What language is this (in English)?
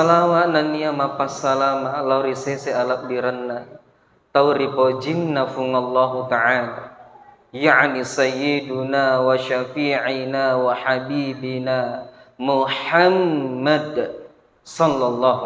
Buginese